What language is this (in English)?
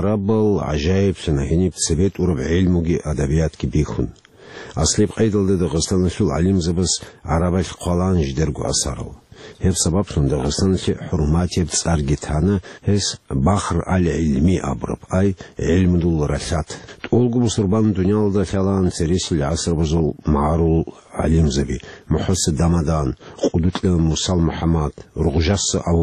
Avaric